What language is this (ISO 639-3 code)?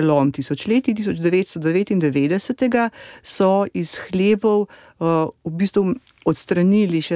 slv